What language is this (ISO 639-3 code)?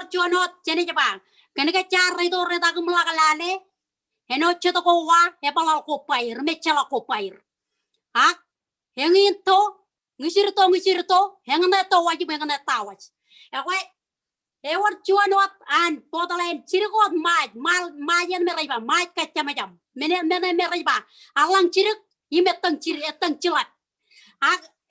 mah